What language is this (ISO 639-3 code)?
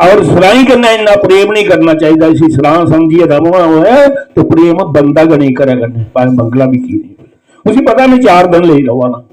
doi